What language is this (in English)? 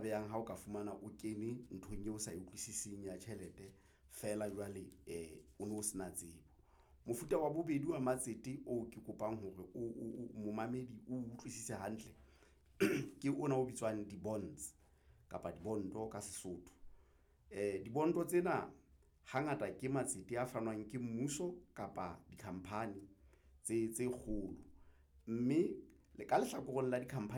Southern Sotho